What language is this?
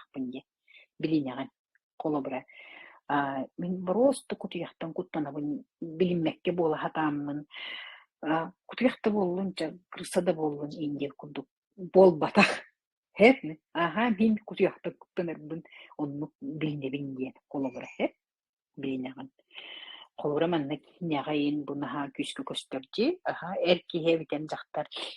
Yakut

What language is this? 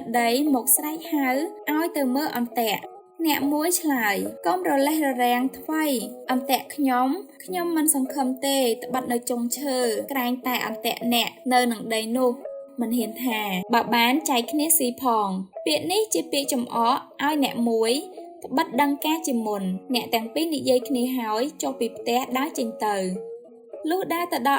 Khmer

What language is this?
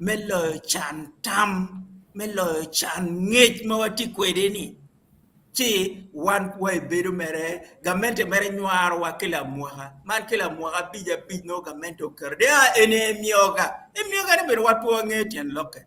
Acoli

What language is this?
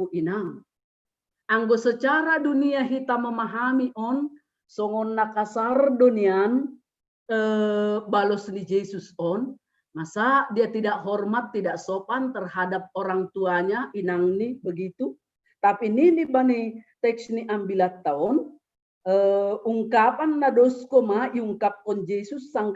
Batak Simalungun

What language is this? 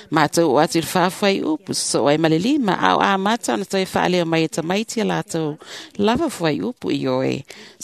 Samoan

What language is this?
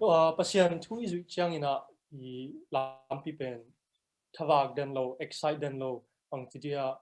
Tedim Chin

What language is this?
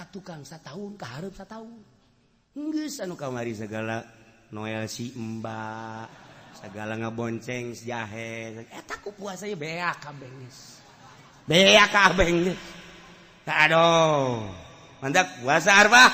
Sundanese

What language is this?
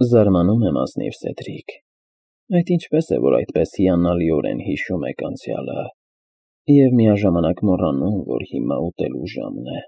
Armenian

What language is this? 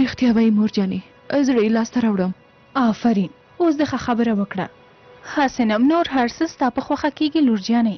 Pashto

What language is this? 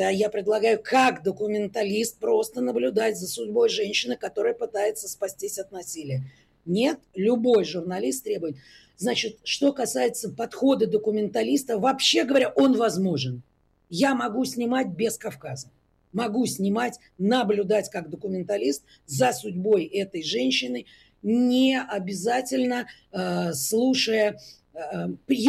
Russian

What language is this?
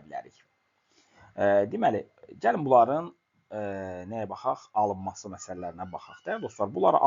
Azerbaijani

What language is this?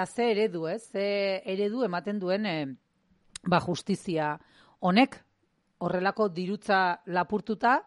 Basque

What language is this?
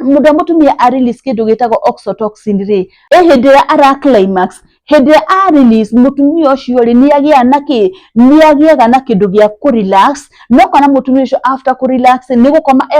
Kikuyu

